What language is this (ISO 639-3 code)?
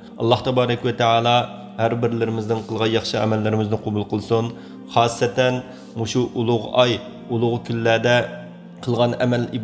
uig